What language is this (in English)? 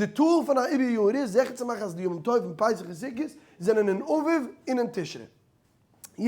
Yiddish